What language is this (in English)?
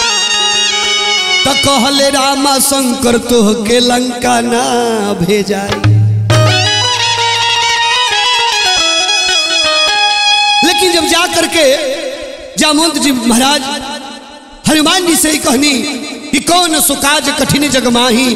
Bhojpuri